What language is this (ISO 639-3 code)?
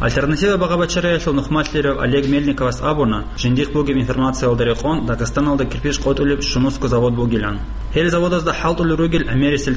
ava